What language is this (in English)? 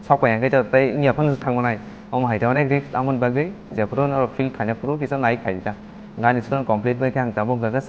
Kok Borok